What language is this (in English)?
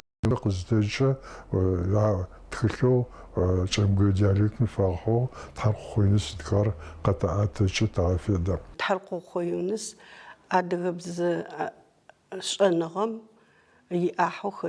Adyghe